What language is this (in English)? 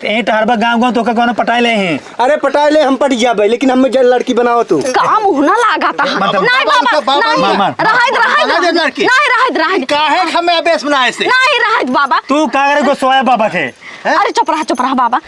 Awadhi